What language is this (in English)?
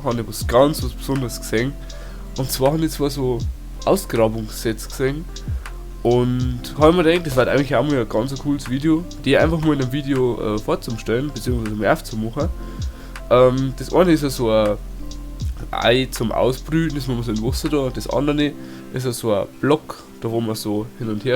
Bavarian